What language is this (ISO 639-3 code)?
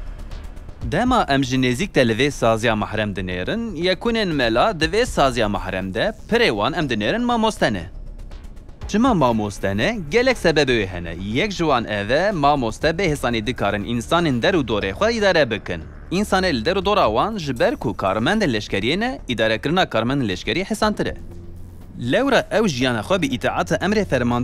kur